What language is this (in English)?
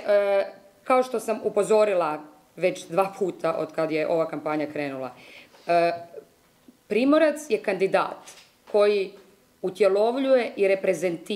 Croatian